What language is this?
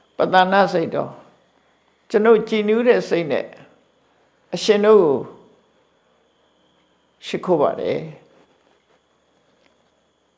Burmese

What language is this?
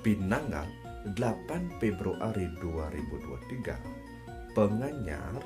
Balinese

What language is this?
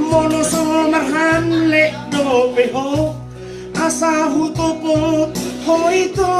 Batak Toba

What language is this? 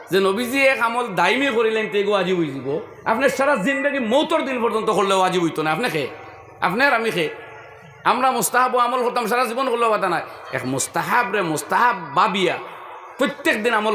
Sylheti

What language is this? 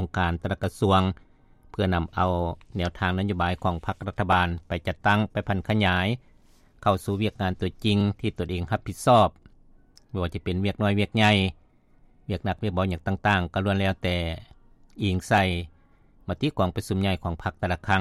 Lao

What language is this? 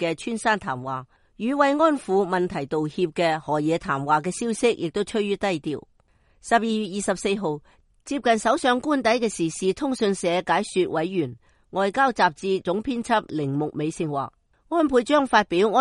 Cantonese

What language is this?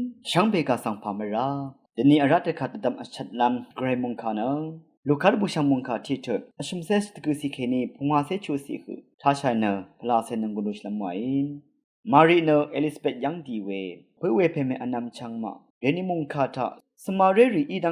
Rawang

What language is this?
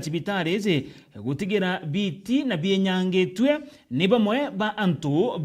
Meru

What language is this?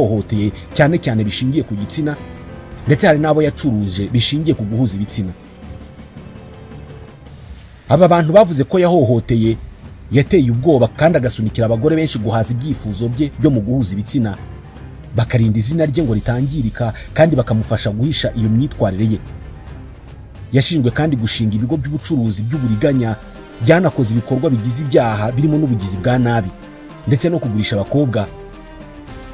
Kinyarwanda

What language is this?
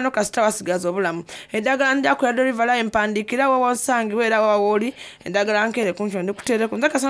Soga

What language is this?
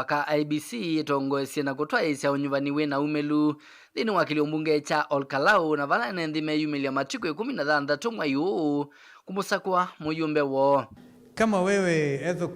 Kamba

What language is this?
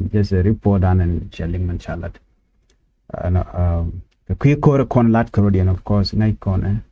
Nuer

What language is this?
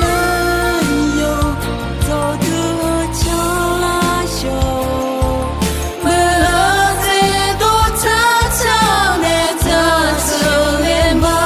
Akha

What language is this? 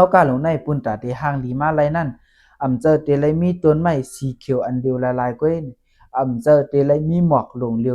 Shan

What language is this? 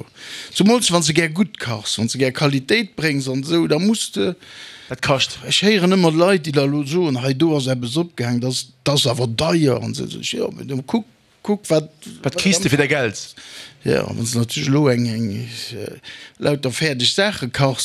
Luxembourgish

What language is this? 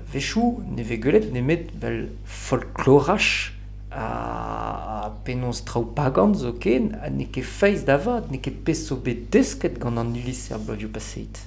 Breton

